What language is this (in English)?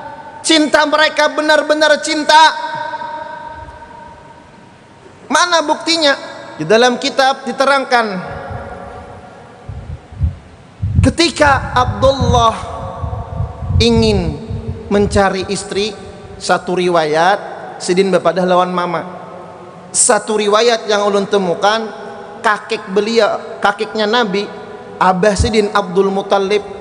Indonesian